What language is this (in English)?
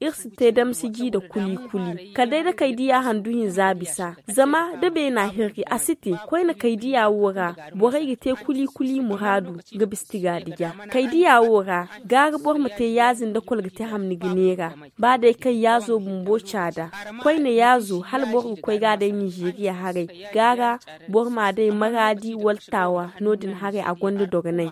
Zarma